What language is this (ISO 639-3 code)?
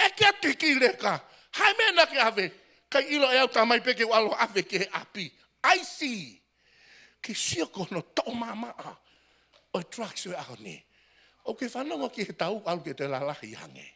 ton